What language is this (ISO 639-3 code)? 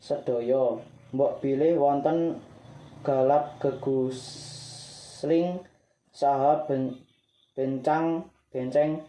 jav